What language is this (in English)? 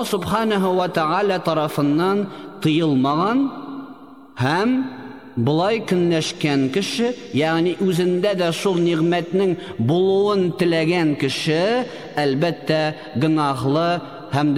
Tatar